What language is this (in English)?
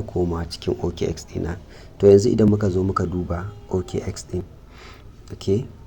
Hausa